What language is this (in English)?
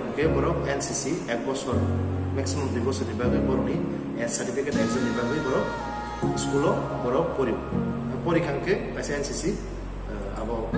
Kok Borok